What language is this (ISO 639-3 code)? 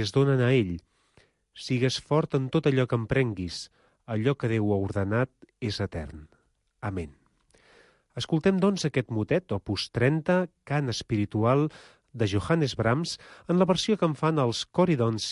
cat